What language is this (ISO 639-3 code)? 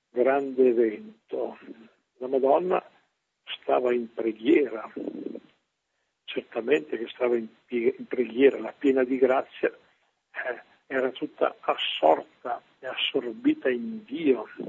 ita